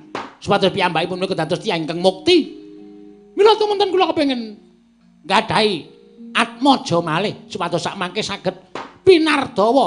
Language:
Javanese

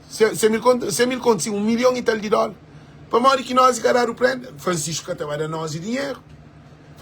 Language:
Kabuverdianu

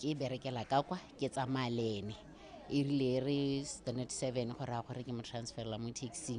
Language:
Tswana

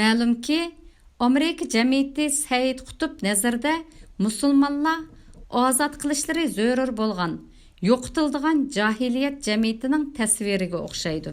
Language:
Uyghur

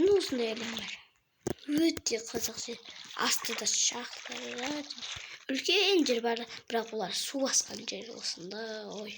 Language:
Kazakh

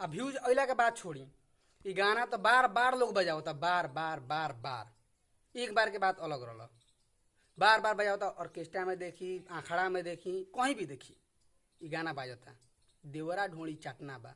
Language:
Bhojpuri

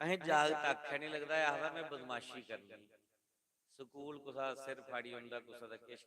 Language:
Dogri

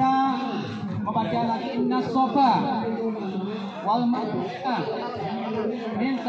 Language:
Indonesian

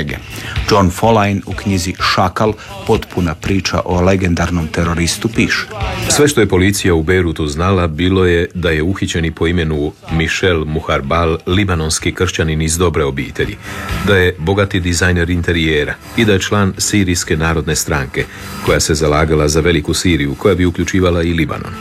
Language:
Croatian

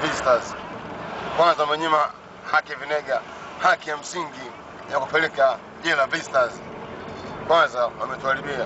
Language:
Swahili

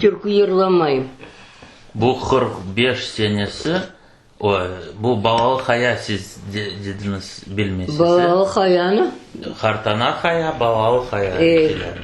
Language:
Crimean Tatar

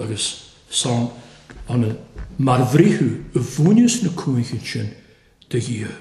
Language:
Welsh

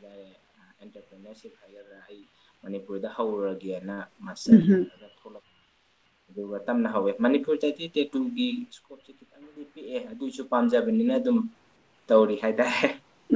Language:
Manipuri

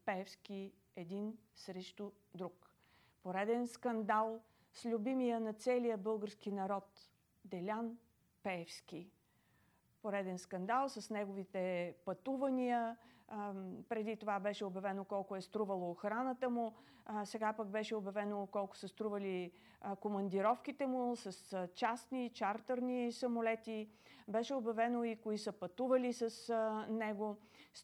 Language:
Bulgarian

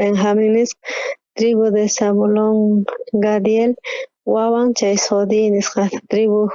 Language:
South Bolivian Quechua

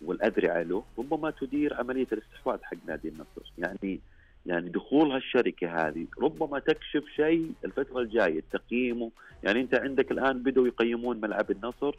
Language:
Najdi Arabic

